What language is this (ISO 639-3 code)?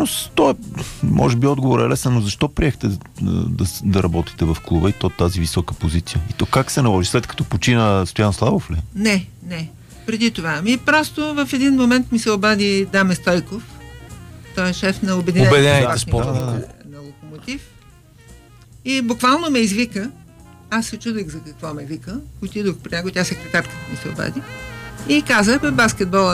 bul